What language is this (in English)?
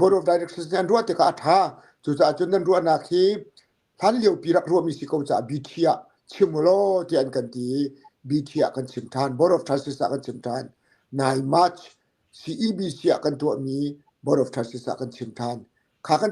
Hakha Chin